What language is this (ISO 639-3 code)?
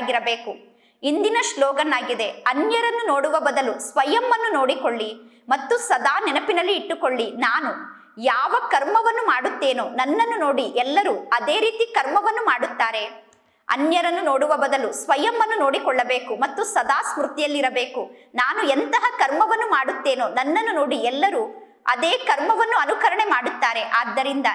kan